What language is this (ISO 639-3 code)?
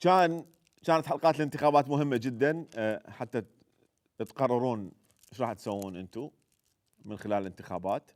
acm